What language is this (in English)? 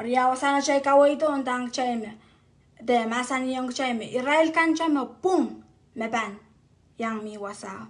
Pohnpeian